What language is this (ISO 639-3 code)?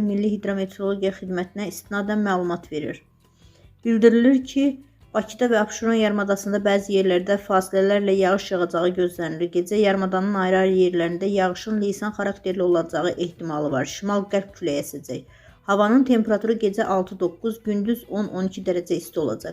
aze